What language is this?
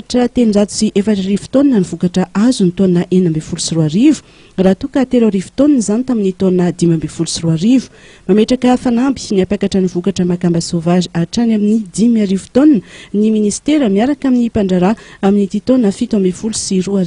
Malagasy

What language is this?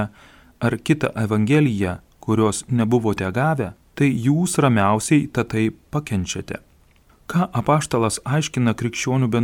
Lithuanian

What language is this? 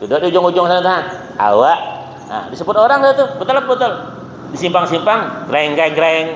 Banjar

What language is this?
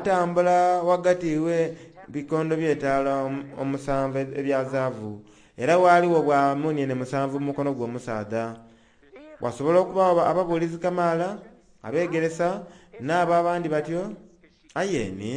Soga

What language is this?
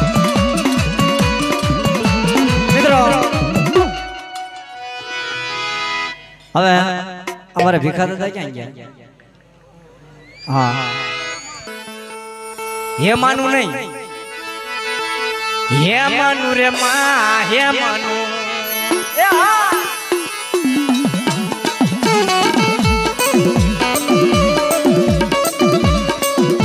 Gujarati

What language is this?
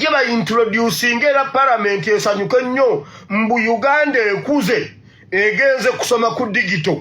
Ganda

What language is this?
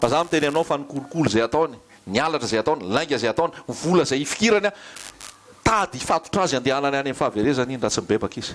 Malagasy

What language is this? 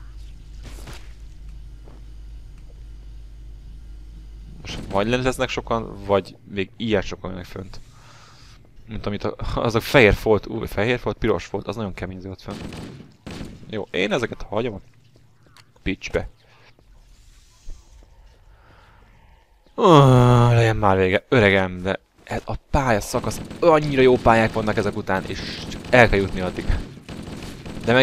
Hungarian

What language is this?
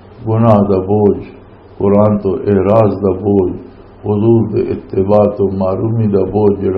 Western Panjabi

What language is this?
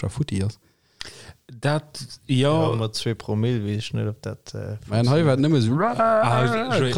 Luxembourgish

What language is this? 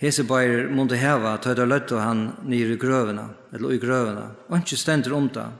Faroese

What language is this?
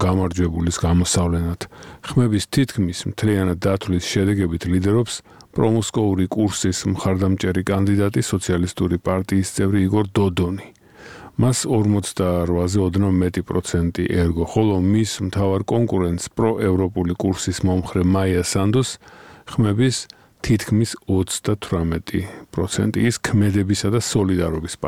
Georgian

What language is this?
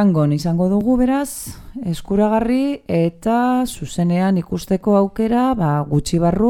Basque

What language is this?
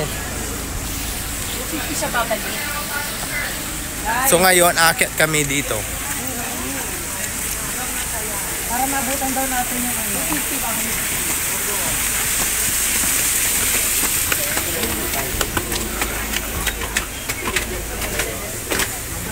Filipino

